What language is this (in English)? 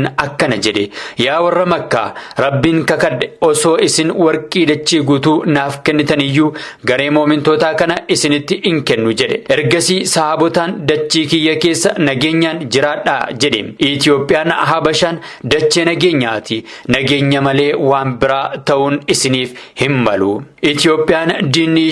Oromo